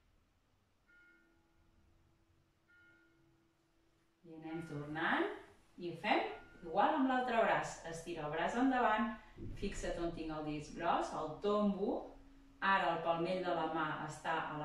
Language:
Catalan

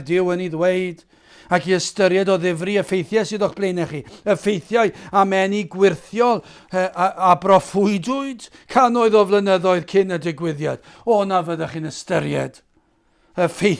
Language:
Welsh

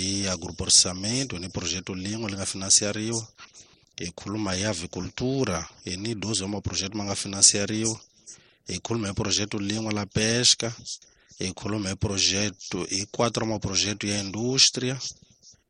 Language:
Tsonga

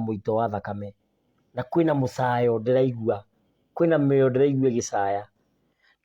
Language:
Kikuyu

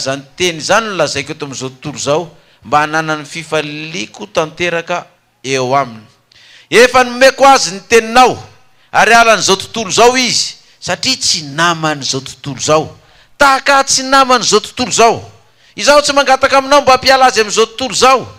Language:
Malagasy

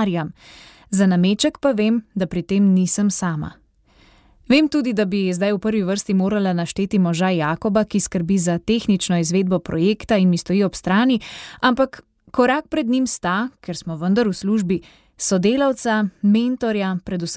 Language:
Slovenian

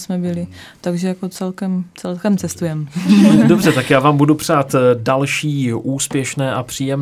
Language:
Czech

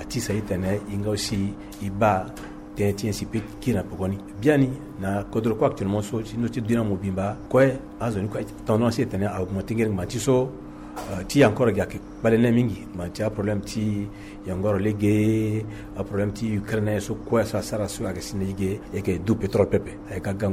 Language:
Sango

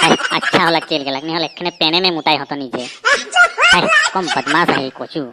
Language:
Sadri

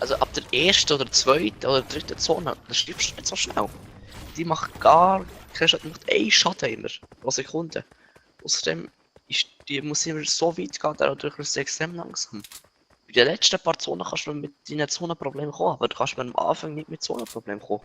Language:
Swiss German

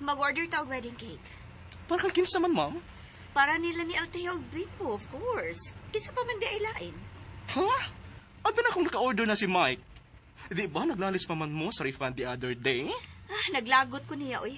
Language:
Cebuano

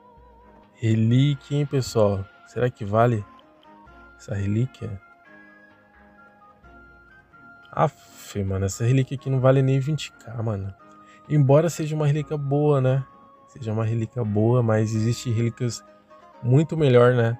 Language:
Portuguese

